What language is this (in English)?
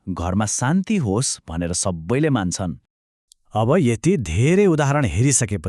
Nepali